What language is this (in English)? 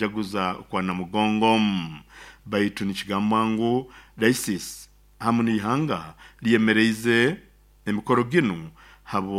Nyoro